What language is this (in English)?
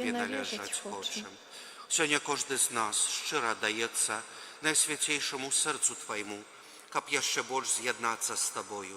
Belarusian